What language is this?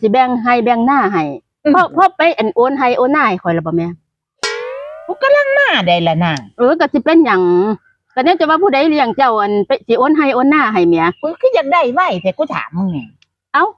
Northeastern Thai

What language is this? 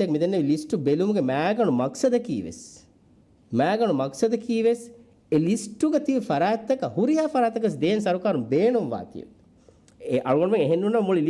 Divehi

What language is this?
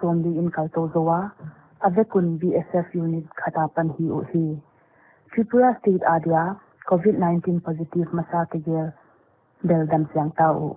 Paite Chin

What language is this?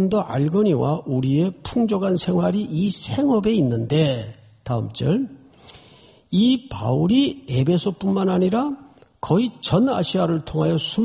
Korean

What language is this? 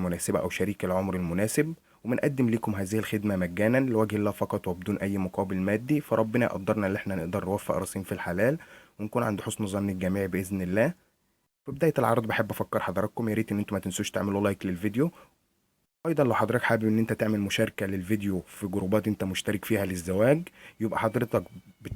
Egyptian Arabic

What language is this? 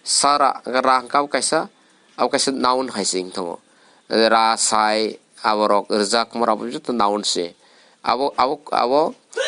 Kok Borok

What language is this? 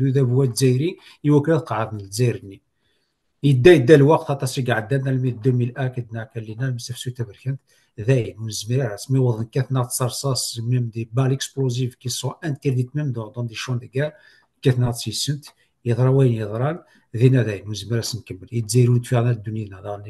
Kabyle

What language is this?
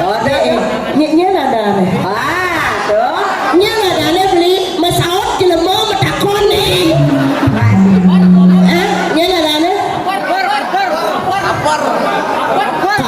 Balinese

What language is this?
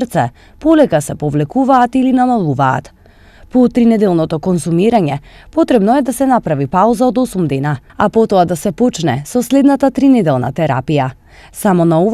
Macedonian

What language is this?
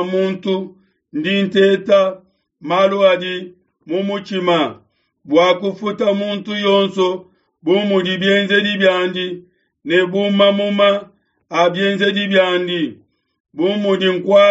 Luba-Lulua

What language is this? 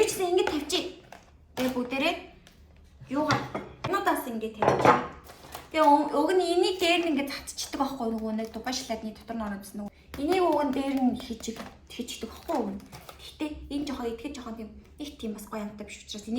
Mongolian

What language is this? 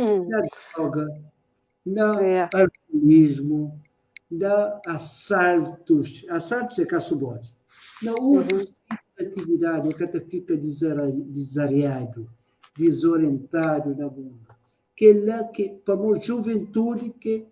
Kabuverdianu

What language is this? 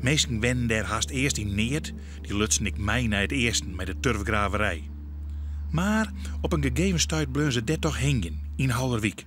Western Frisian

